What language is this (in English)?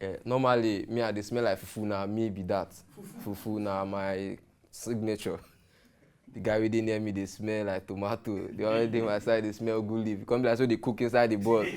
Nigerian Pidgin